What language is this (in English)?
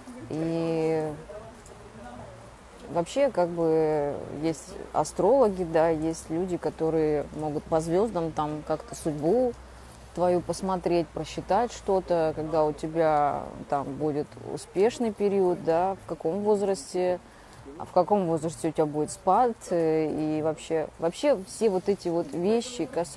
Russian